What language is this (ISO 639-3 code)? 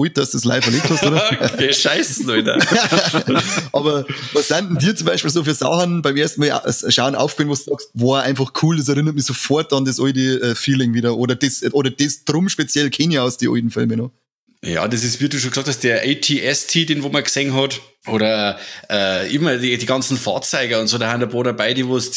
bar